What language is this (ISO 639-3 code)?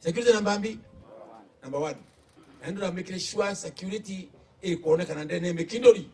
mer